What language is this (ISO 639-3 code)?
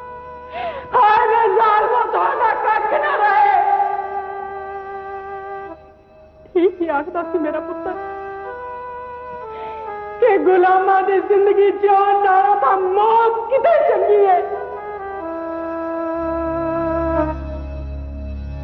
pan